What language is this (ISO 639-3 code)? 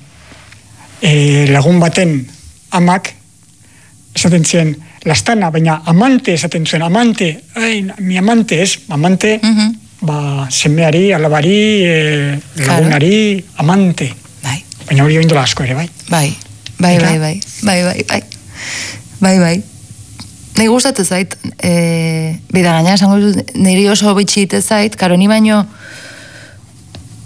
eus